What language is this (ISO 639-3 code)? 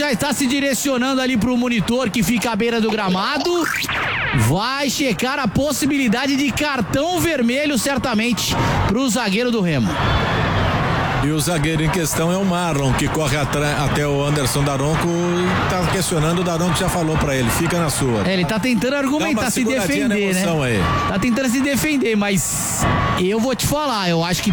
por